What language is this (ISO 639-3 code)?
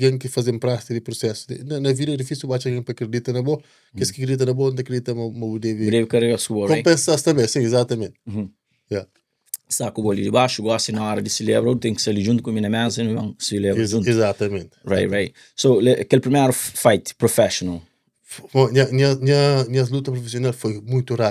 kea